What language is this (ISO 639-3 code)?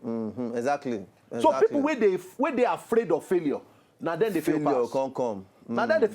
pcm